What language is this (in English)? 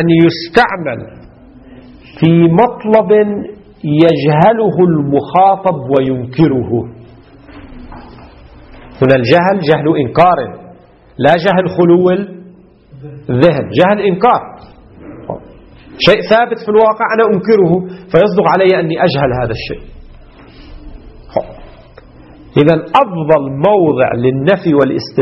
Arabic